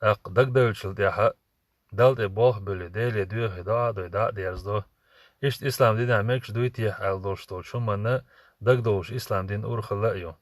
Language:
Chechen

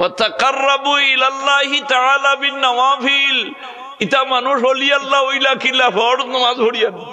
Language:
Sylheti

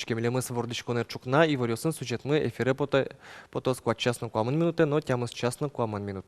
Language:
Udmurt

